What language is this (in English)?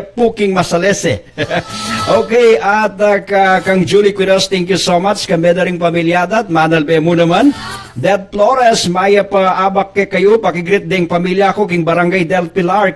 Pampanga